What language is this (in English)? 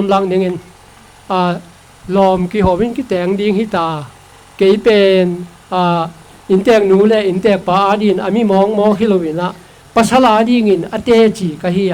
Tedim Chin